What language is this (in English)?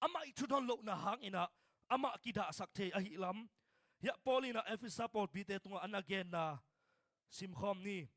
Tedim Chin